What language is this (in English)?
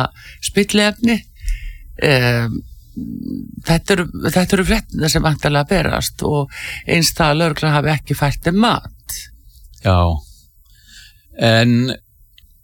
Icelandic